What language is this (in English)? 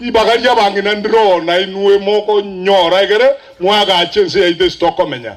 Gusii